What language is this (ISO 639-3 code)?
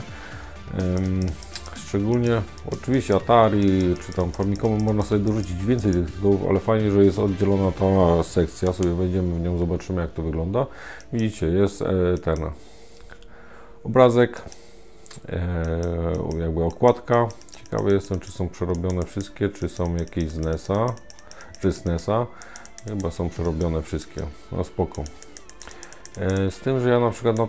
pol